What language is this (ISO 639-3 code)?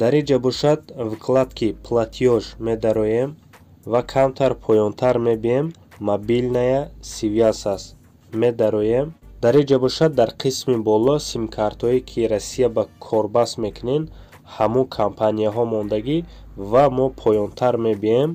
tgk